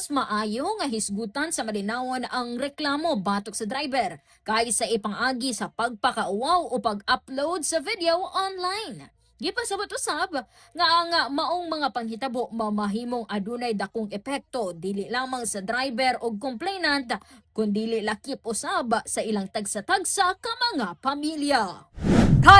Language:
Cebuano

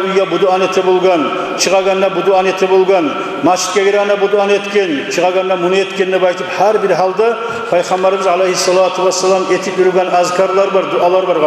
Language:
Kumyk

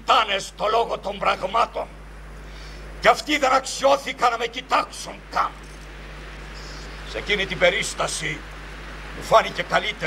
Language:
Greek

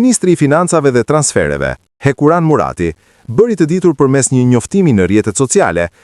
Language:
Albanian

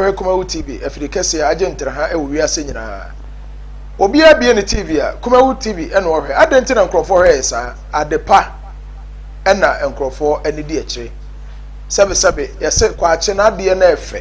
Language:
Akan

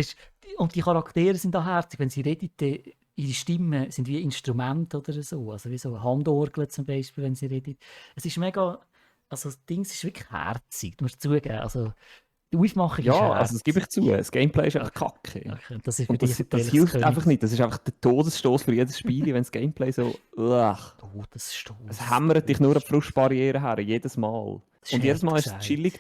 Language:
Swiss German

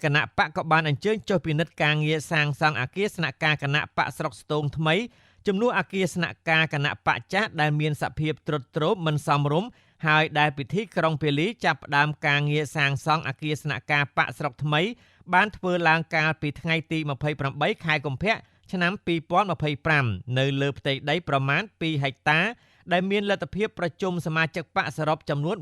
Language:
Khmer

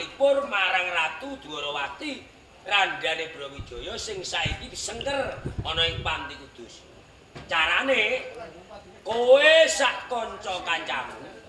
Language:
Javanese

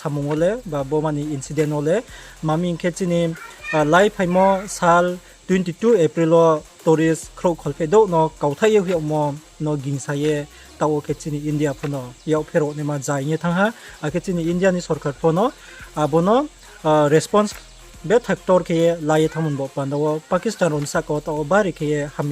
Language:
Riang (India)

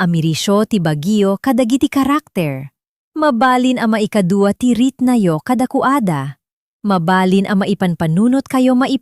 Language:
Iloko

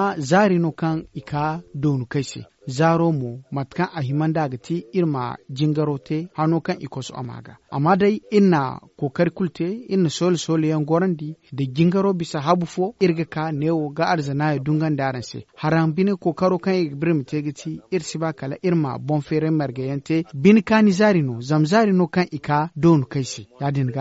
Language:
Zarma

